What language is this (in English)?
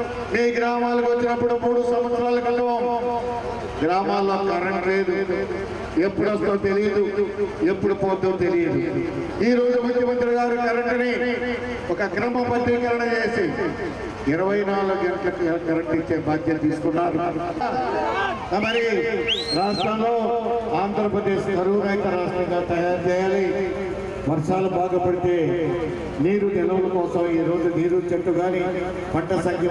Telugu